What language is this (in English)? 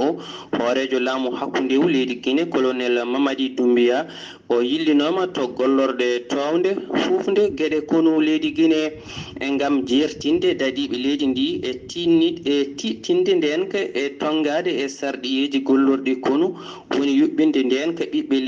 Fula